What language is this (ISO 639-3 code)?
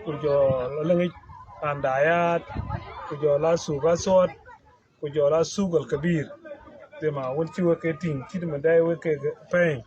din